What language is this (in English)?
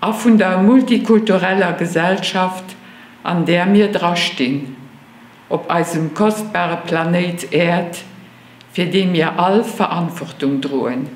Luxembourgish